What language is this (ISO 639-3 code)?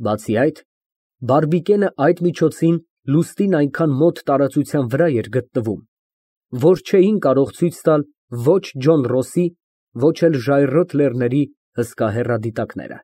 hye